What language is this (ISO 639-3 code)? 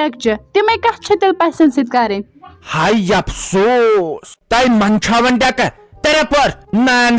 kas